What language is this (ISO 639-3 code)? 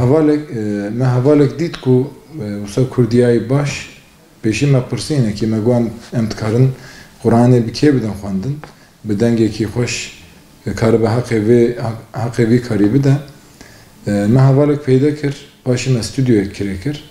kur